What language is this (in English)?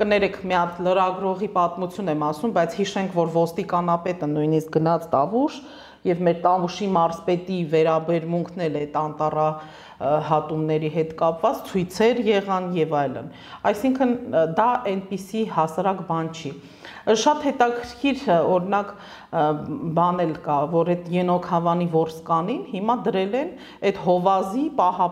Armenian